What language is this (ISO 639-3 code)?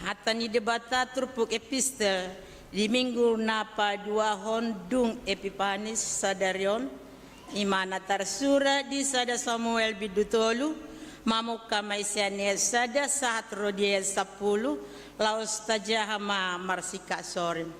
bbc